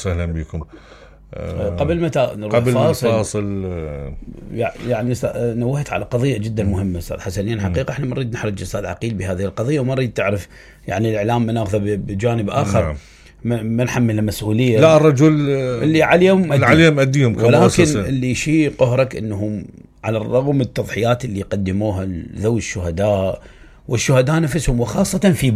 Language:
Mesopotamian Arabic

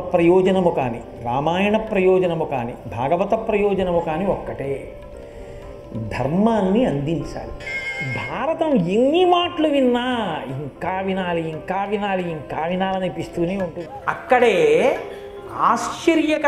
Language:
Telugu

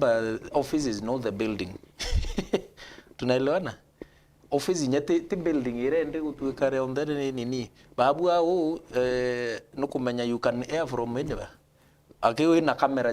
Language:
Meru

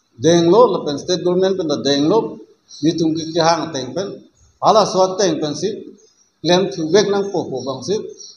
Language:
Karbi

